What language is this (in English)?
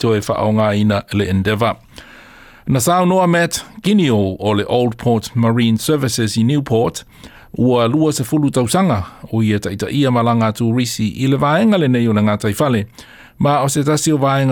Samoan